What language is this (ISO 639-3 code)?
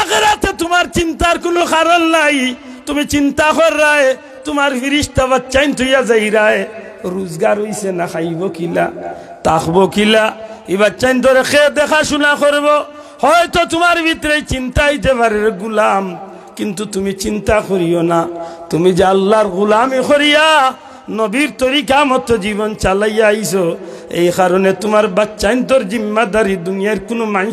syl